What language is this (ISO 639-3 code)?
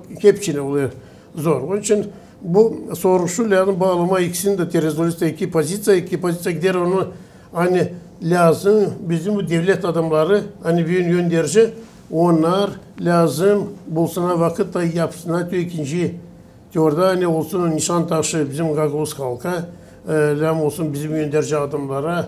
gag